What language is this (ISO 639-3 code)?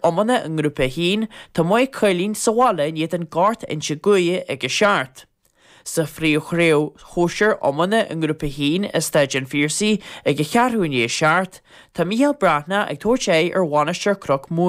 gle